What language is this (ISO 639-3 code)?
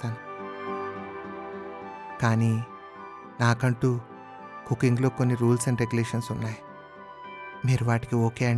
tel